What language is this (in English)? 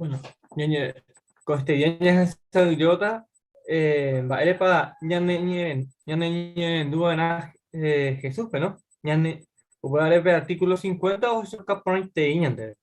Guarani